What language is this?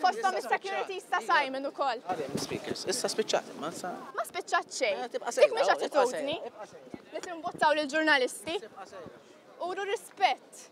Maltese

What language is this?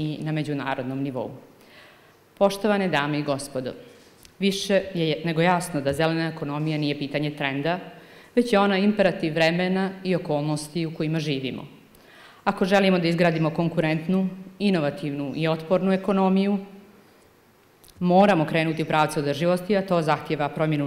Bosnian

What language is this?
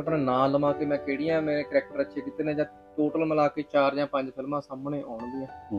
Punjabi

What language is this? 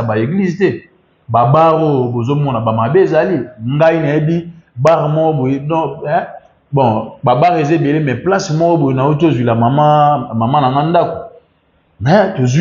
Lingala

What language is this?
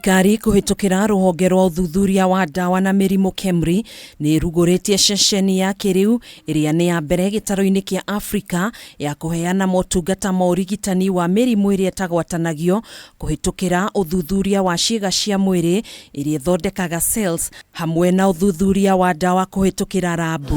Kikuyu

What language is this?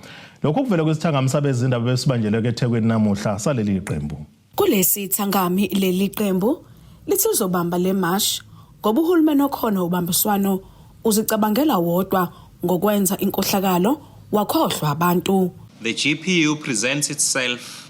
Zulu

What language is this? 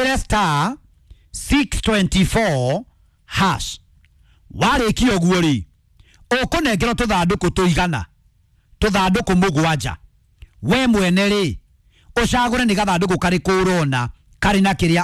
Kikuyu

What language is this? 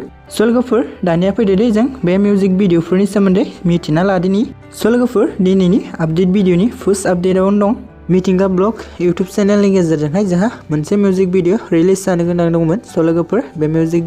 Bodo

